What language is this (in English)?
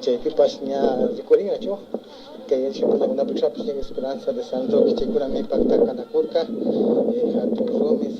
Imbabura Highland Quichua